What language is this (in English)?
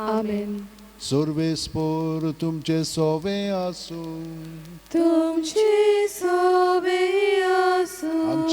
Konkani